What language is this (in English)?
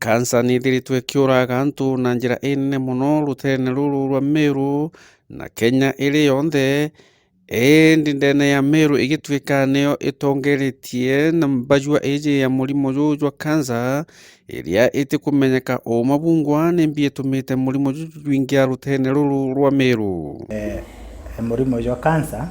Meru